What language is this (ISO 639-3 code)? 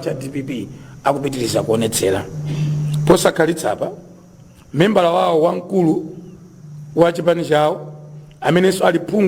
nya